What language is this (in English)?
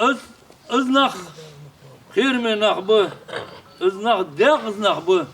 Ingush